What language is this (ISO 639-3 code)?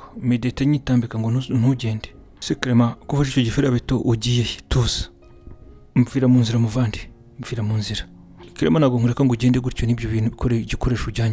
kin